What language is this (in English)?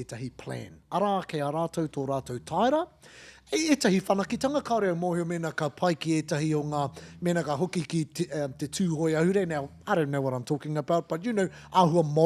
Māori